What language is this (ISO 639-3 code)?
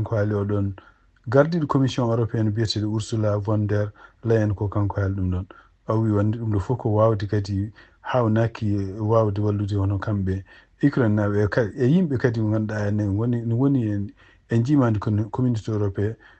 ful